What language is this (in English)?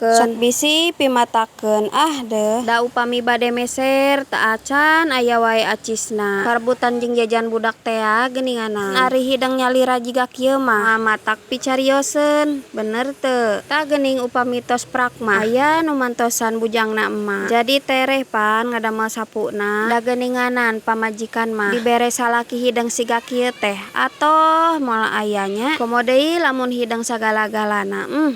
Sundanese